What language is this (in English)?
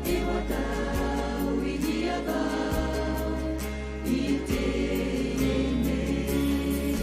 Tahitian